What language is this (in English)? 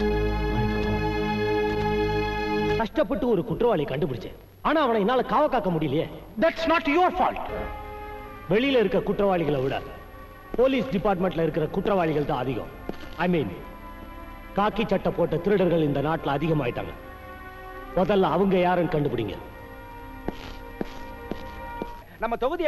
Tamil